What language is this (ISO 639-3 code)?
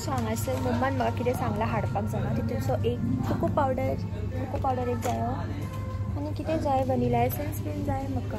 kok